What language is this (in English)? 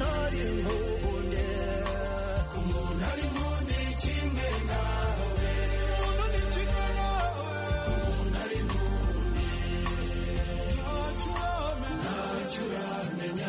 Kinyarwanda